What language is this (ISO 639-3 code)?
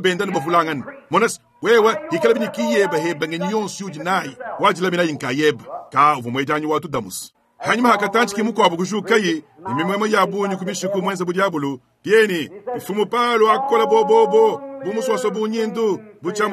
lua